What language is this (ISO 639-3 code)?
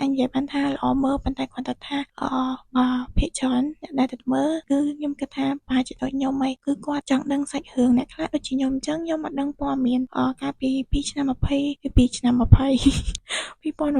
khm